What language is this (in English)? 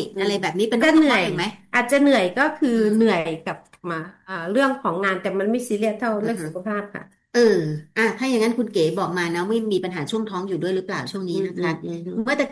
Thai